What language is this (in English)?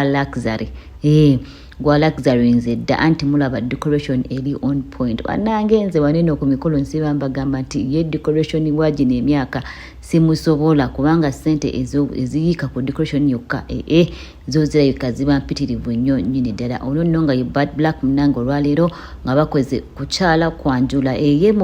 Ganda